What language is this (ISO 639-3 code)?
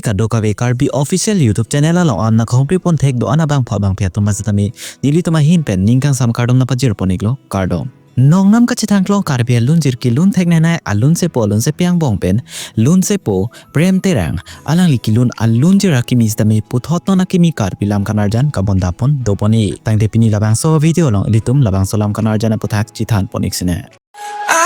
mjw